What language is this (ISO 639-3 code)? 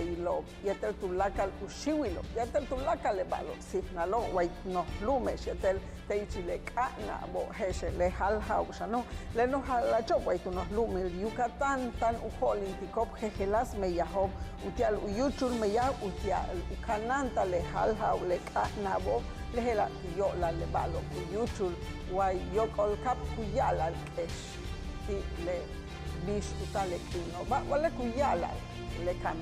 yua